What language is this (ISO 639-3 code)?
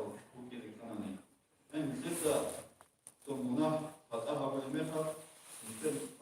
ava